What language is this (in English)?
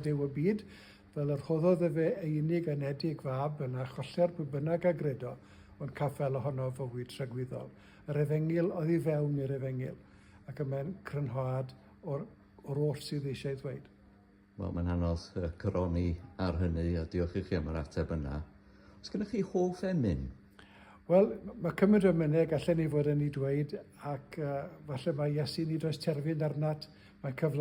Welsh